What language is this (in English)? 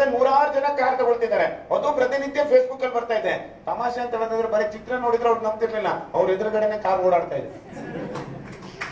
Kannada